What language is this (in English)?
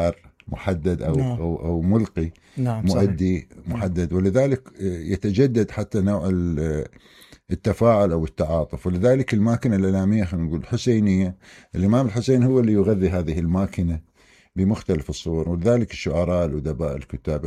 Mesopotamian Arabic